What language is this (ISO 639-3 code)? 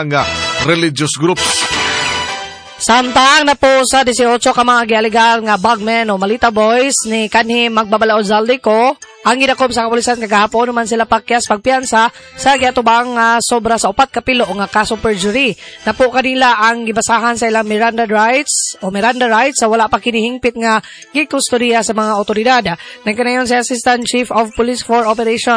ceb